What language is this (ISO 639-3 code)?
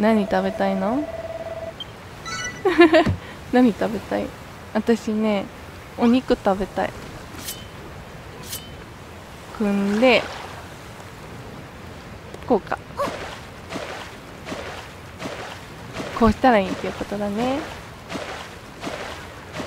jpn